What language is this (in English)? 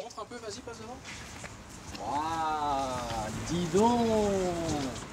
French